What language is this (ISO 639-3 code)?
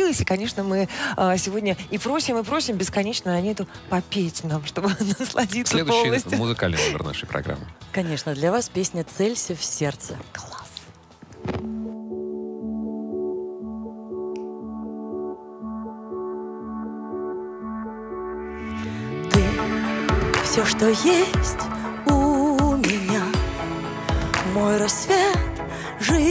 rus